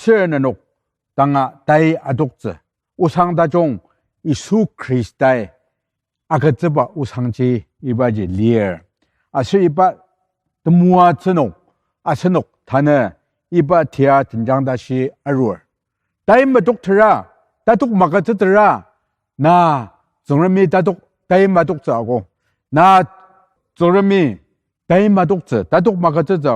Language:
Ao Naga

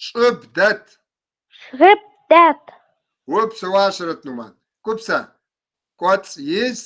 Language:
Kabardian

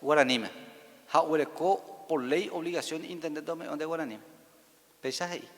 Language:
Guarani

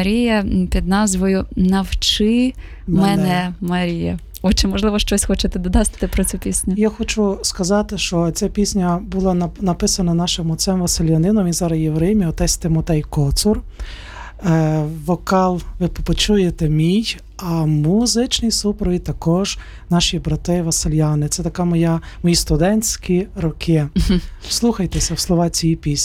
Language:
Ukrainian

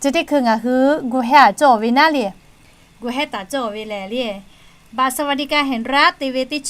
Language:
Lahu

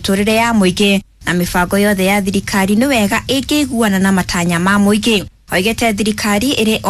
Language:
Kikuyu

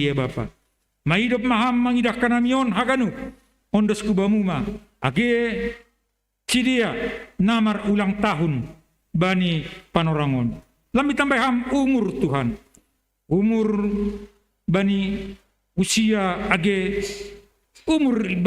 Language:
Batak Simalungun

